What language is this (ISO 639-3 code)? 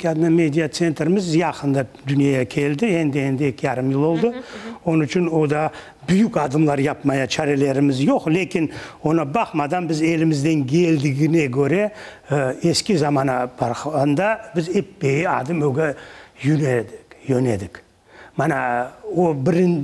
crh